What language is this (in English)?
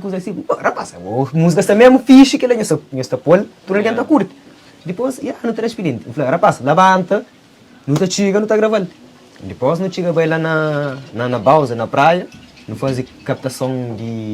Kabuverdianu